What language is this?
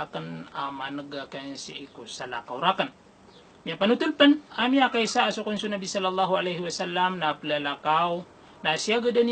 Maranao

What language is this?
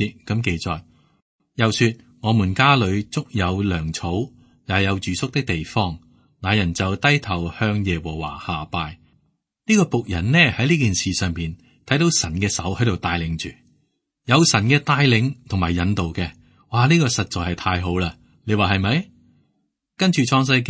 Cantonese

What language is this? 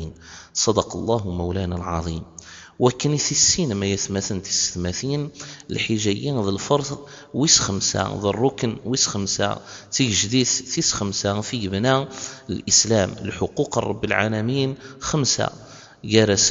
Kabyle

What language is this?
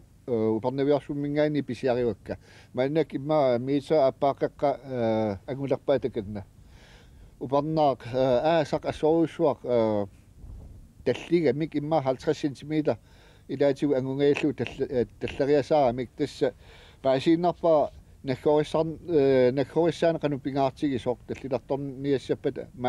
Kalaallisut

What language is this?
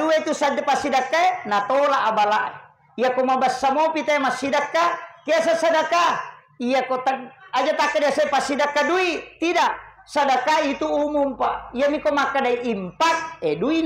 Buginese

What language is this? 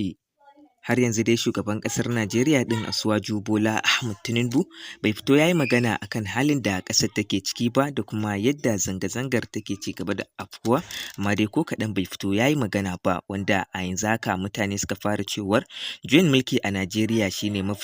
Hausa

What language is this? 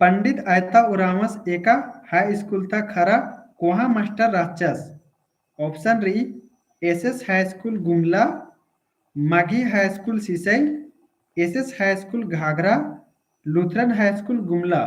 Kurukh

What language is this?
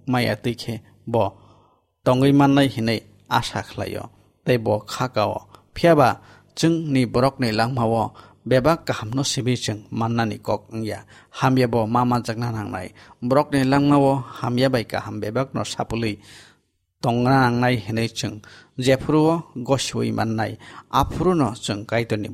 Kok Borok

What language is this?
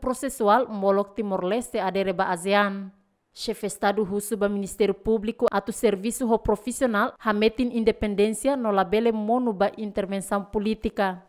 Tetum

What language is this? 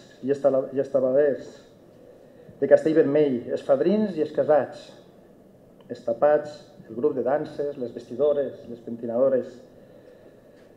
Catalan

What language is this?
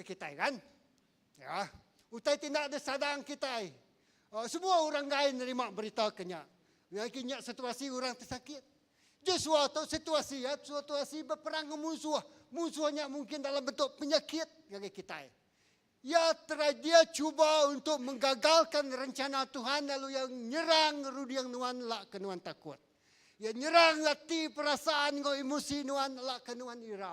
Iban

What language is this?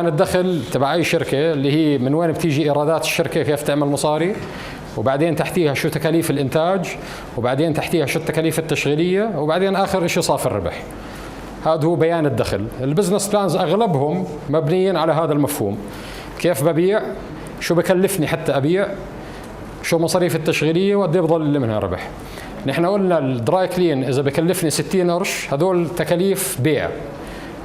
North Levantine Arabic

